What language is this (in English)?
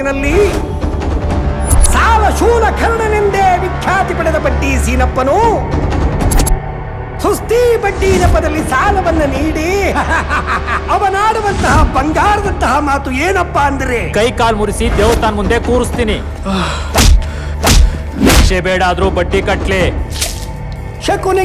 Kannada